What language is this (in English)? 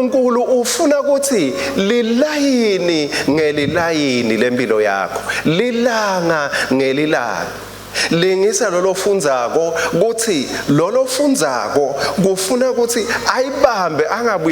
Swati